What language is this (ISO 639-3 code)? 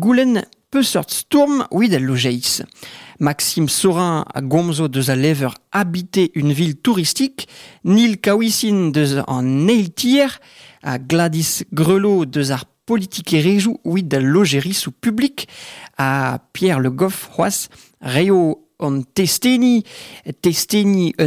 bre